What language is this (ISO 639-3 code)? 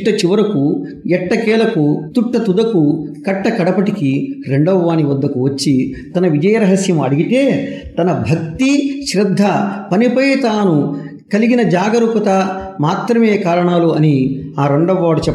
tel